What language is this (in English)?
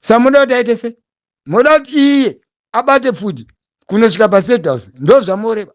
Shona